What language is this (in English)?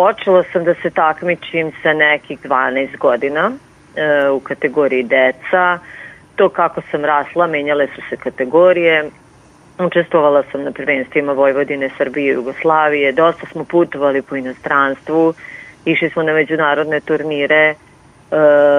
Serbian